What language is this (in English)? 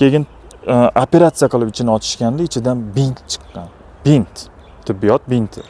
Uzbek